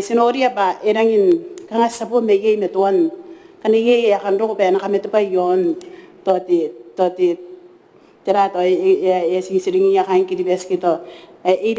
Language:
Gilbertese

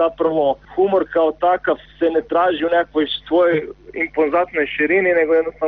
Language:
Croatian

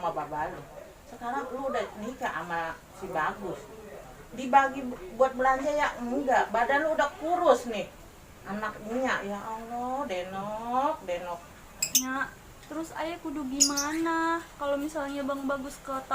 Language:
Betawi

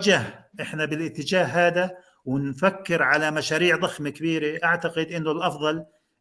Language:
North Levantine Arabic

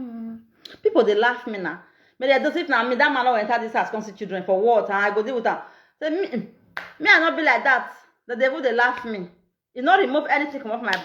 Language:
Nigerian Pidgin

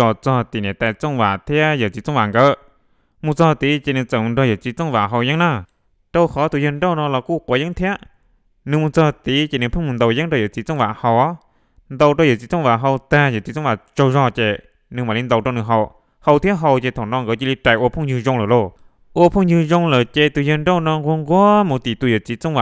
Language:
Hmong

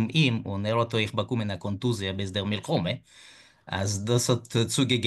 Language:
Yiddish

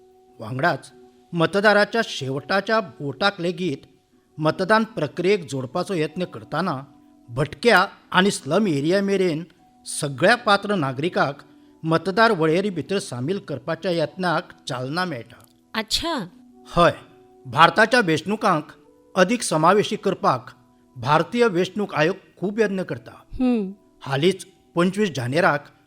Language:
Konkani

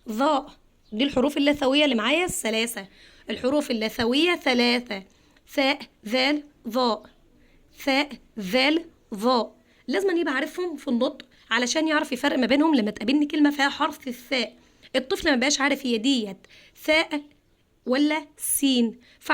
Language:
Egyptian Arabic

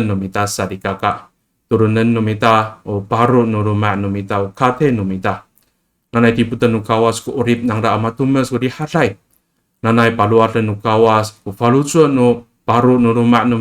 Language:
Amis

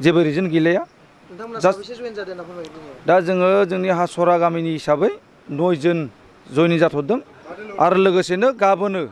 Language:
Bodo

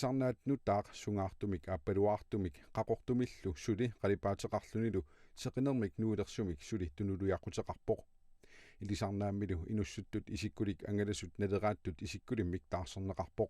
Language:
Kalaallisut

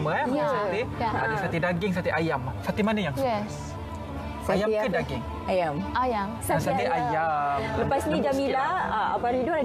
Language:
Malay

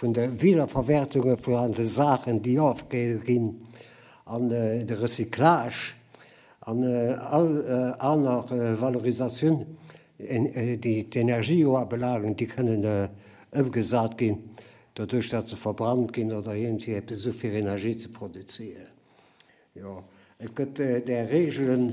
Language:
Luxembourgish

